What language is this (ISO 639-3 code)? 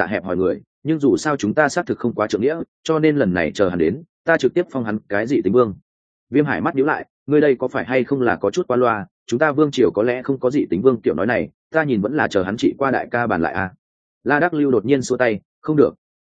vie